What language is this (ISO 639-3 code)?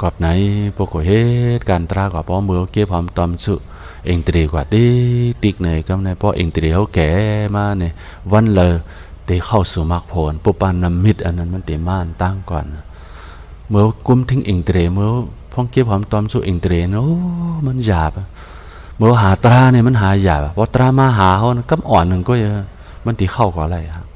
shn